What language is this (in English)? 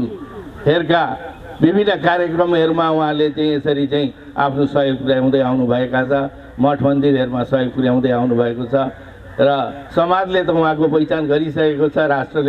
Nepali